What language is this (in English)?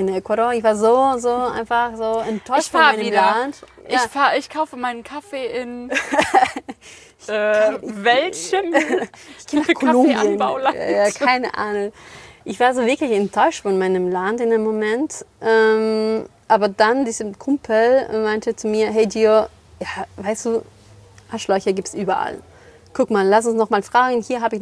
German